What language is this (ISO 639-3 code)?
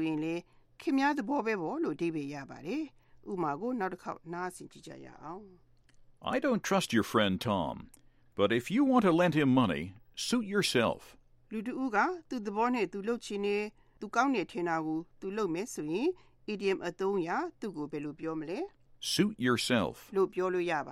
mya